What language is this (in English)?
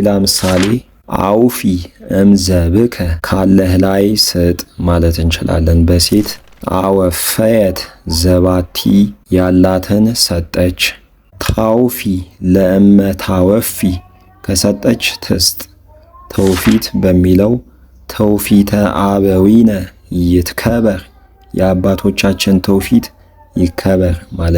Amharic